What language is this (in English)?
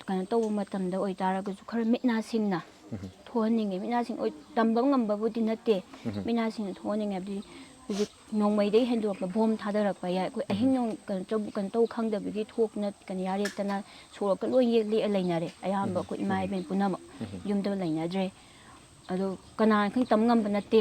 Manipuri